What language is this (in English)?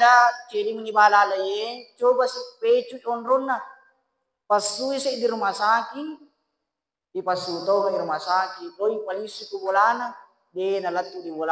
Buginese